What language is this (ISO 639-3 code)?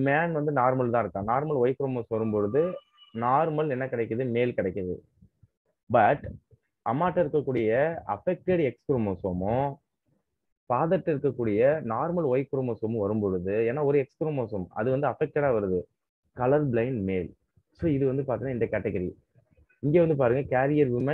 tam